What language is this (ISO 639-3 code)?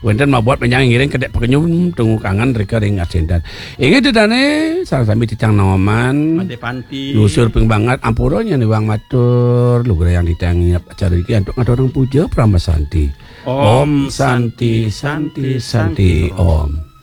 ban